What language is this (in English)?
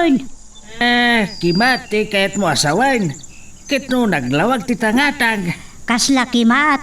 Iloko